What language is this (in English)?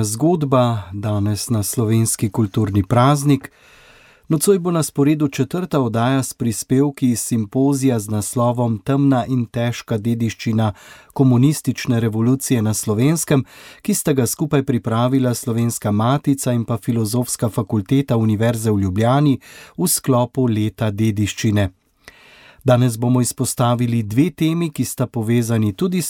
Slovenian